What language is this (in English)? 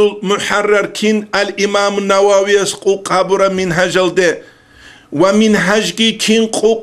Avaric